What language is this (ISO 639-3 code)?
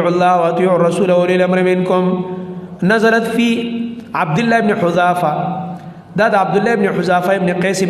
pus